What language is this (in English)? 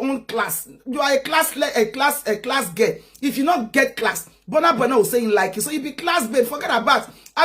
Nigerian Pidgin